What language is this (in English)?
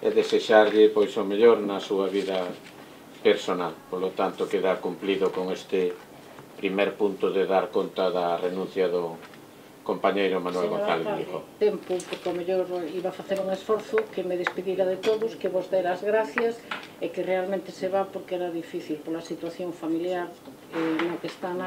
Galician